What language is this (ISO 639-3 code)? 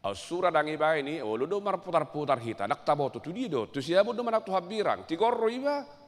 bbc